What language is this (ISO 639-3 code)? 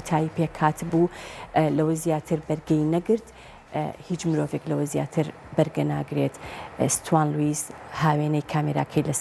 ckb